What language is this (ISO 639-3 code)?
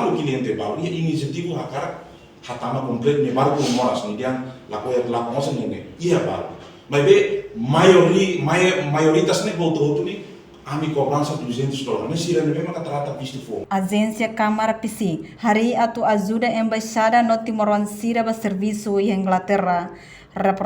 tet